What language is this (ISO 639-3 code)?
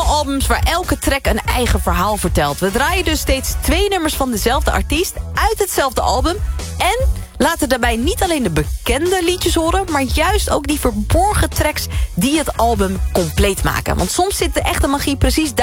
nld